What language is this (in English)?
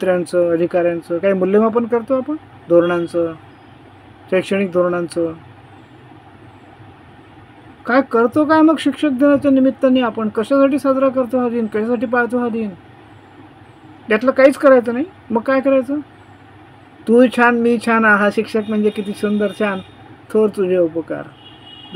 Marathi